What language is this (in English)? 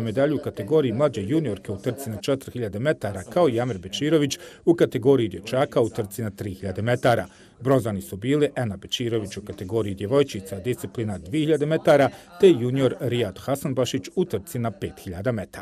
Bosnian